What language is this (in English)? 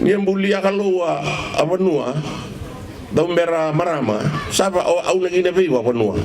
Fijian